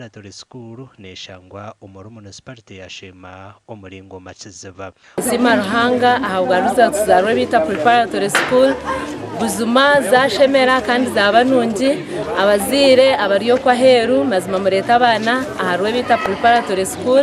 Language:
Nyankole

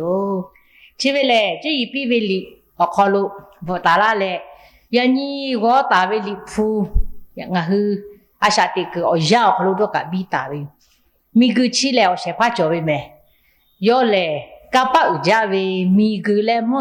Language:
Lahu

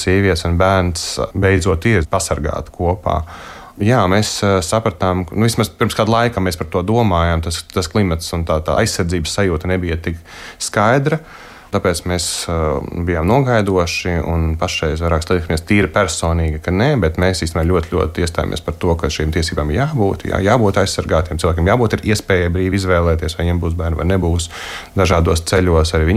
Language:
Latvian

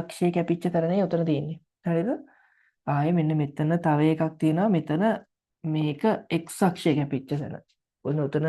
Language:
Sinhala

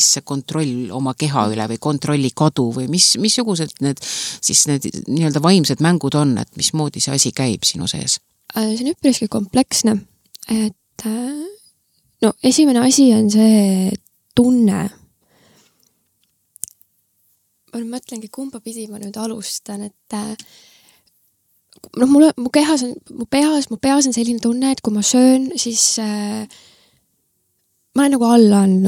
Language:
Estonian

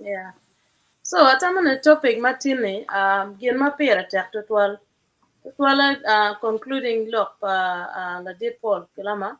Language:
Acoli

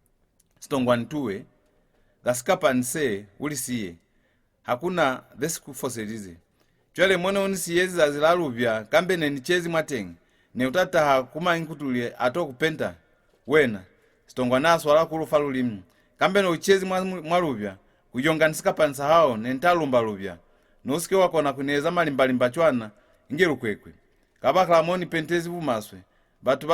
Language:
Lozi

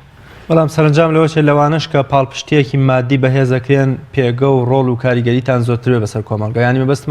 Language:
Central Kurdish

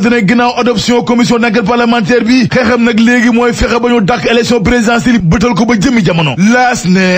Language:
Wolof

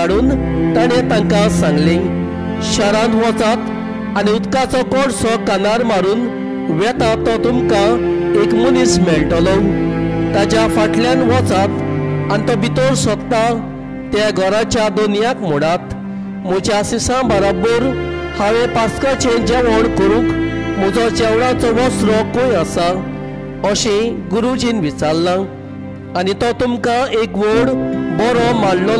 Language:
Konkani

